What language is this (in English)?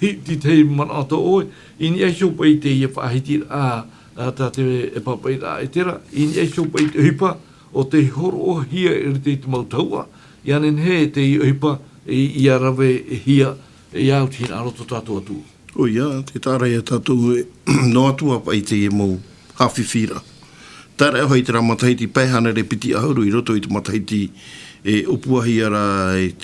Tahitian